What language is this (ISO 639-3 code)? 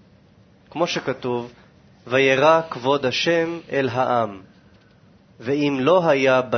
heb